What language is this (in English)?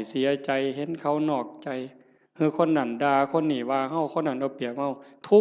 Northeastern Thai